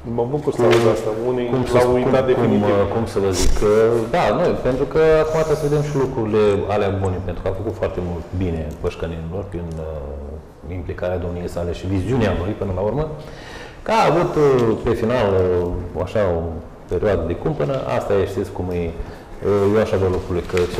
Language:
Romanian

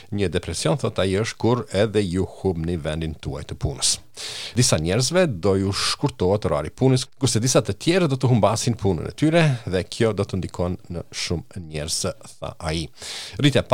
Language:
Albanian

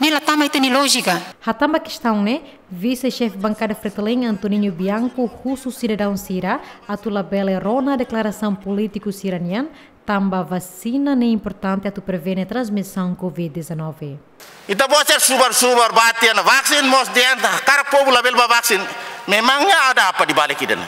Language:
Tetum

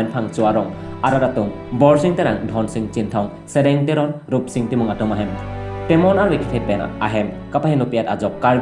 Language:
Karbi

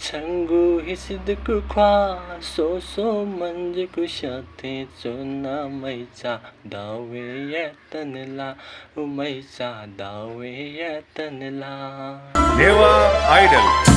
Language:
Newari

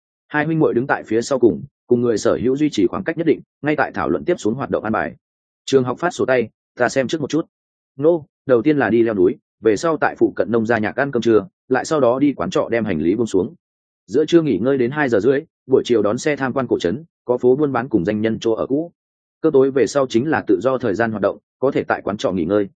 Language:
Vietnamese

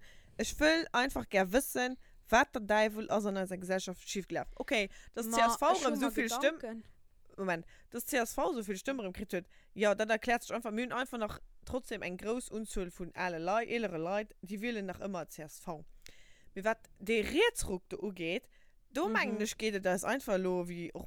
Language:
Luxembourgish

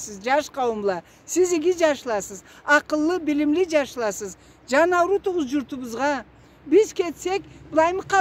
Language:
Karachay-Balkar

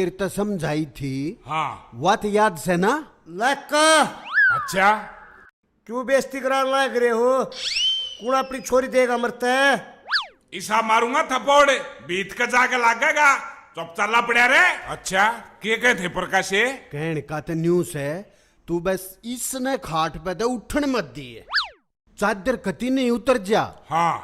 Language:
Haryanvi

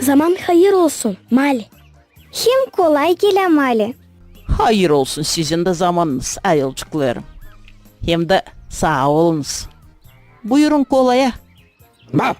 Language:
Gagauz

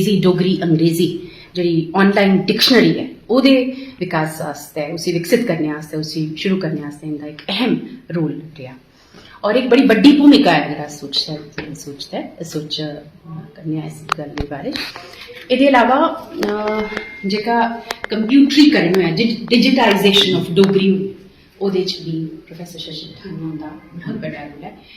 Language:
Dogri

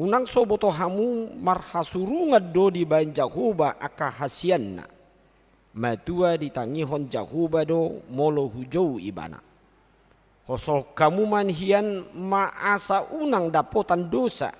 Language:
Batak Toba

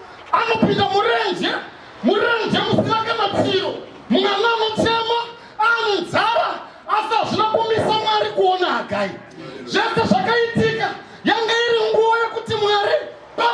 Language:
Shona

